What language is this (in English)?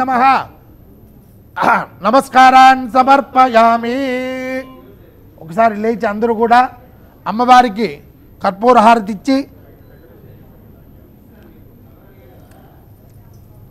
Telugu